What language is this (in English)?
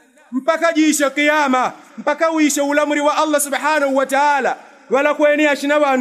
Yao